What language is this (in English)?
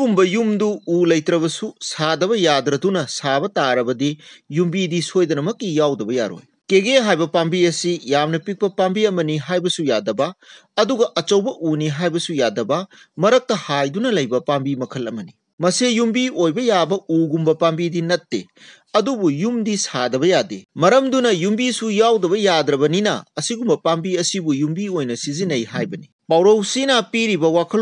Manipuri